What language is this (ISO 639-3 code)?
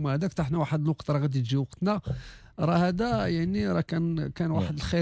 ary